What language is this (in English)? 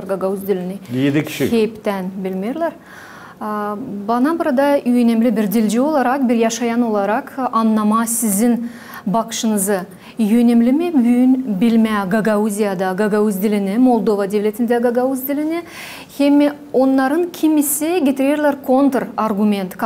Gagauz